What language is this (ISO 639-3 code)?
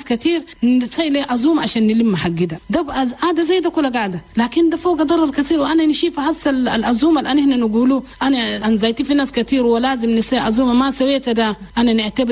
shu